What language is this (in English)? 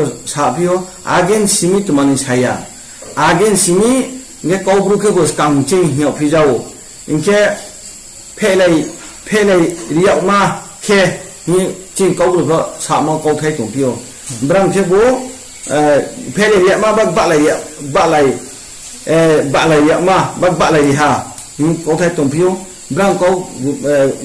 Riang (India)